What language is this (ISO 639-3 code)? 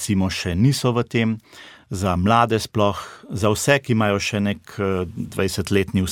slv